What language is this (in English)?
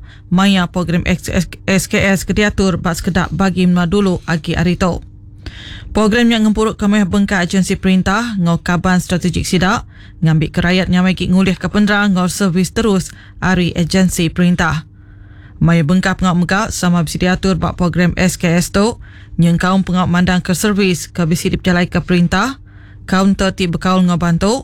Iban